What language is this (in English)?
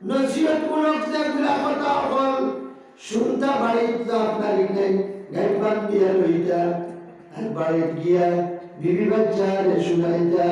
Sylheti